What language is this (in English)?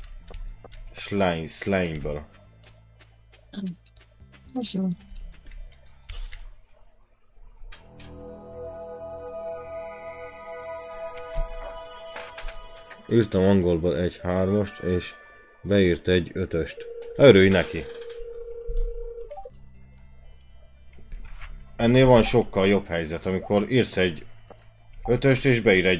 Hungarian